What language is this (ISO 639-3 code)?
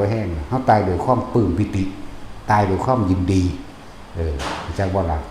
tts